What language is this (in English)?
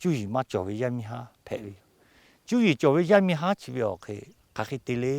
Lahu